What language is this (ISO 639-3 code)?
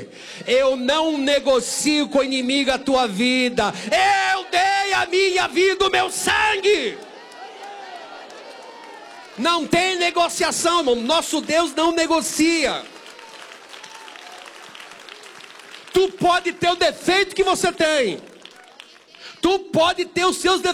por